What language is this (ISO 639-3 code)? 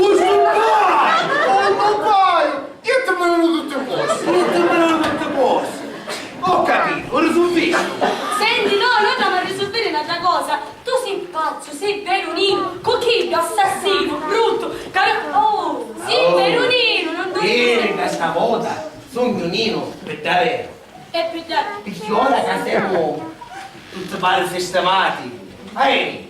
scn